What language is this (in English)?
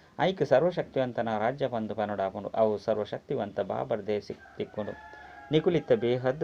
Tulu